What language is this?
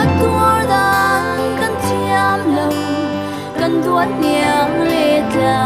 Falam Chin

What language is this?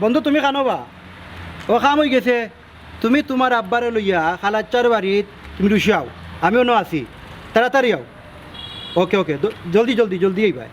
Sylheti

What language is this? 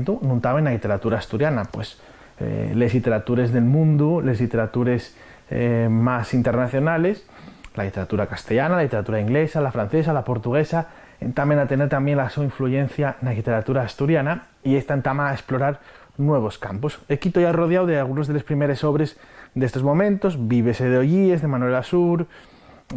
Asturian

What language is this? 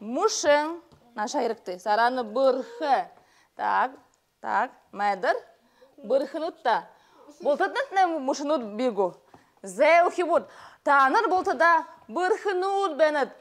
Buriat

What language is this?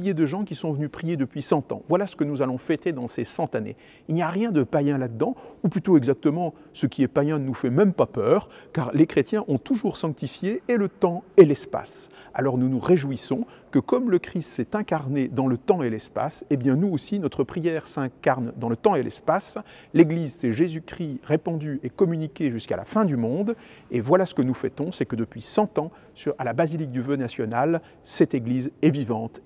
French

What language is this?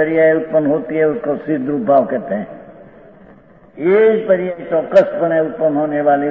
Hindi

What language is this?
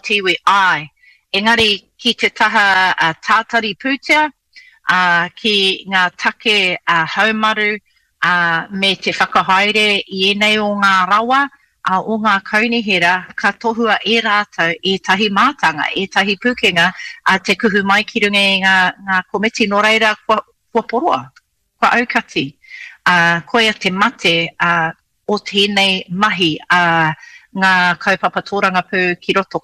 Māori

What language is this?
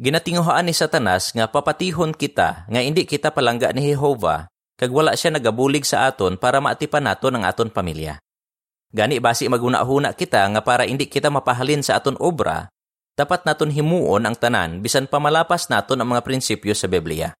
Hiligaynon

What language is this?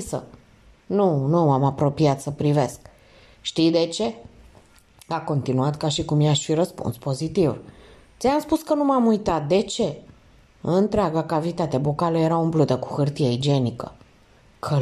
Romanian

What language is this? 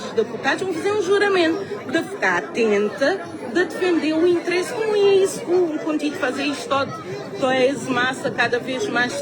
Kabuverdianu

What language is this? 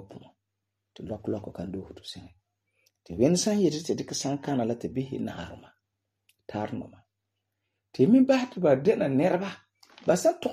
Frafra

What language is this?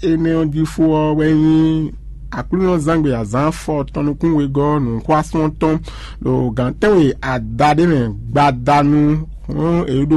Fon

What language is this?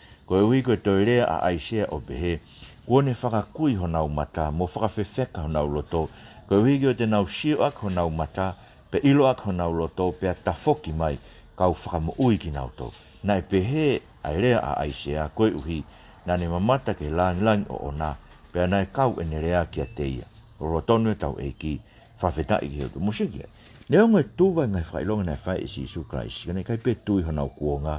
Tongan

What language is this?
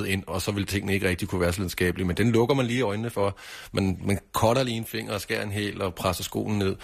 Danish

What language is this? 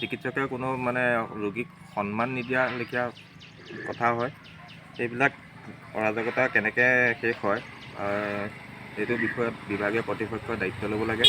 Assamese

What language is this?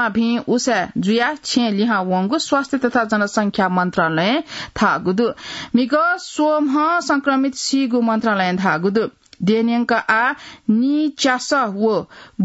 Newari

